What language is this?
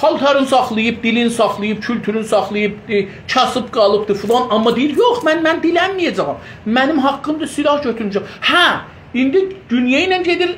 South Azerbaijani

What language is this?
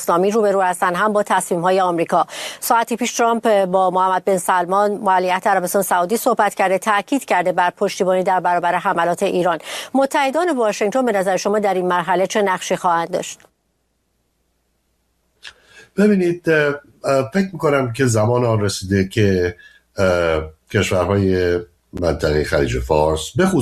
Persian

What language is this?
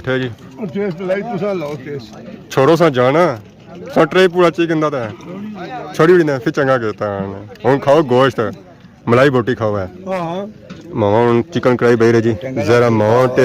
Pahari-Potwari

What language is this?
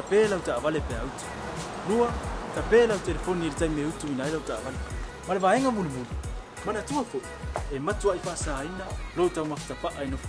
Samoan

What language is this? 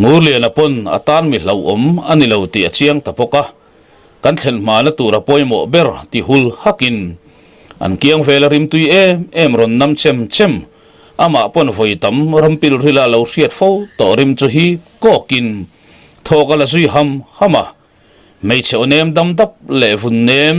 Mizo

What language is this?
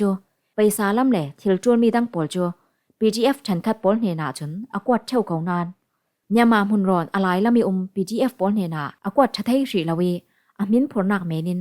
Falam Chin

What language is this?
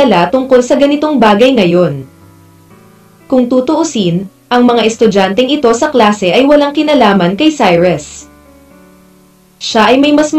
Filipino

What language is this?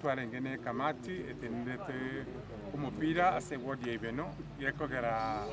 Gusii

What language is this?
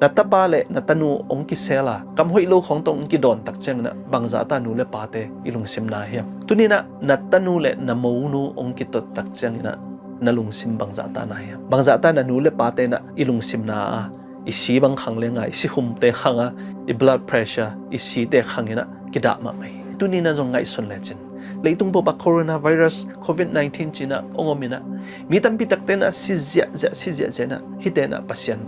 Tedim Chin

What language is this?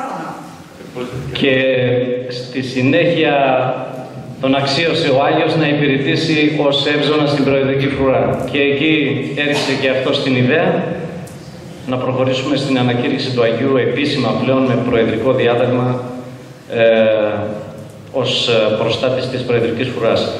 Greek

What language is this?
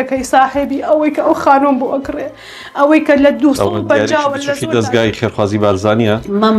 Central Kurdish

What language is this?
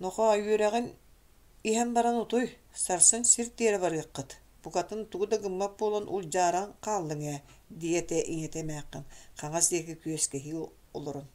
Yakut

